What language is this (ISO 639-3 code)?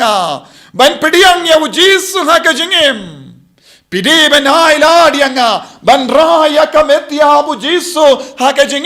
kha